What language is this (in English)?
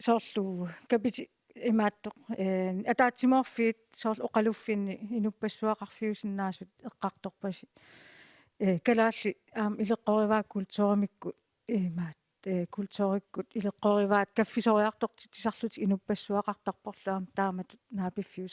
Kalaallisut